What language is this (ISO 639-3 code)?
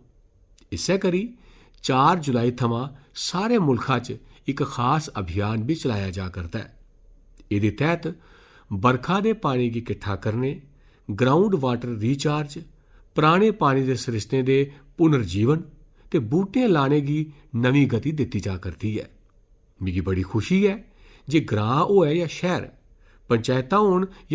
doi